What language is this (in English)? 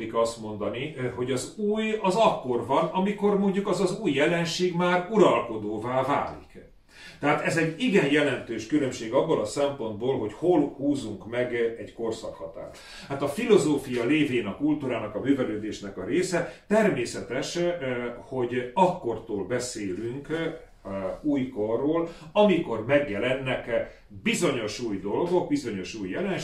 Hungarian